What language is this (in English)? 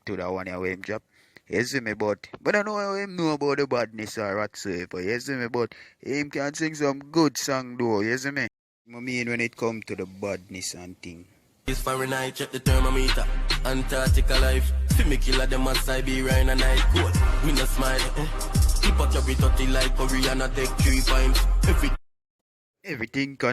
Jamaican Creole English